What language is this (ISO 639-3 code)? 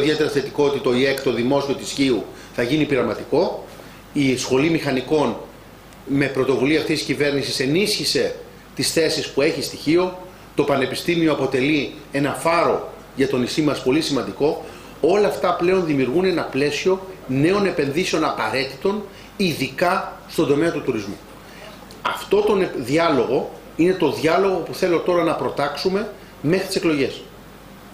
ell